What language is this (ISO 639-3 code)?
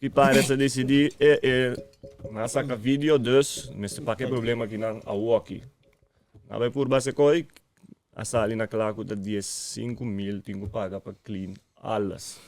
pap